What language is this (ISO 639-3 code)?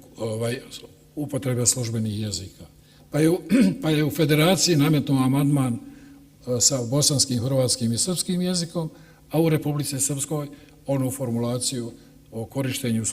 bos